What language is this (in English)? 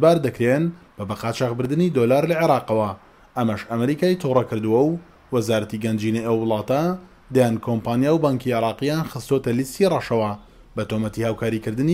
Central Kurdish